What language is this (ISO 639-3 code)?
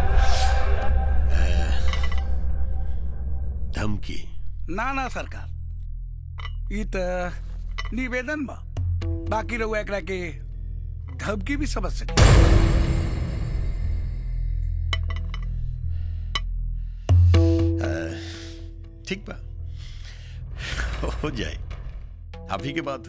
bho